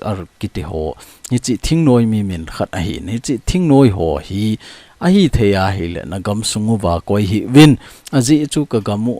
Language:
Thado Chin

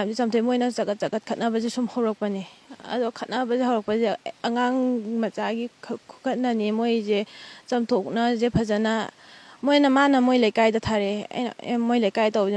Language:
Manipuri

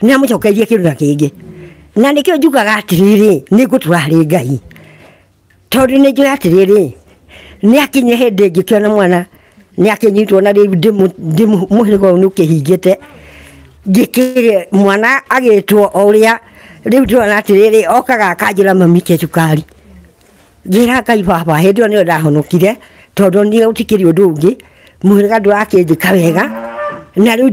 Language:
Kikuyu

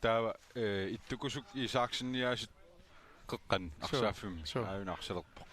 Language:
Kalaallisut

